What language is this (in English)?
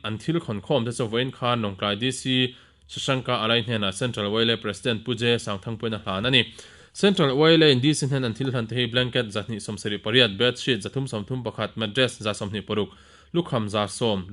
Mizo